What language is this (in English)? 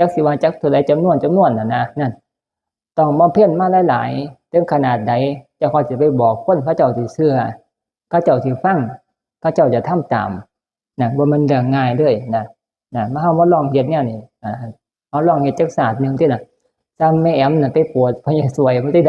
Northeastern Thai